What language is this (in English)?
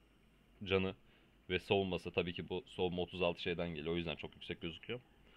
Turkish